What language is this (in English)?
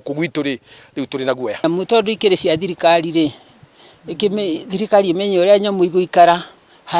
Kikuyu